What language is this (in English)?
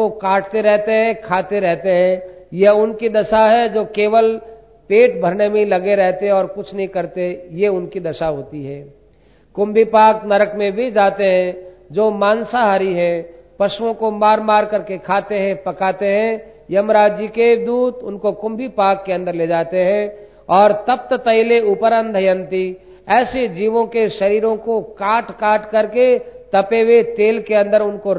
Hindi